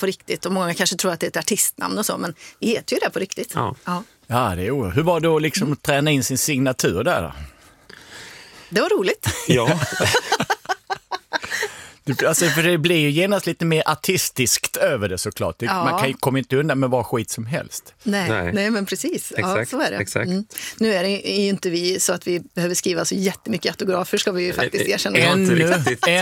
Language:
Swedish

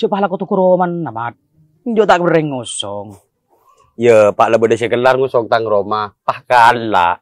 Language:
Madurese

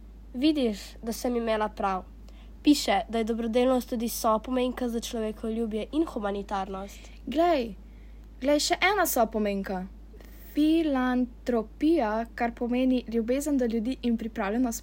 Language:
Slovenian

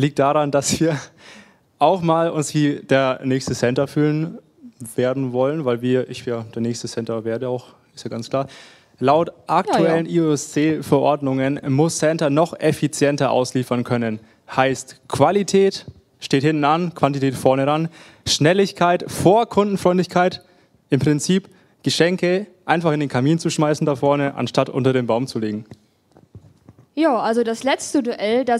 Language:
German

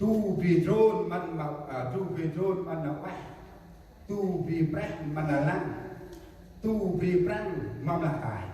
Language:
Central Mnong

